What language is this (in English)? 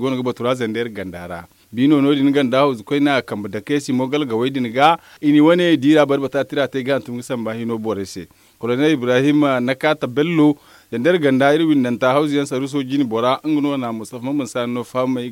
Zarma